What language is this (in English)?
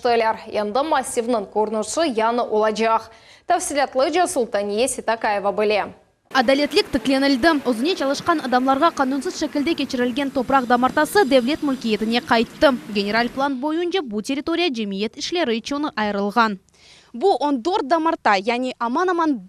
Crimean Tatar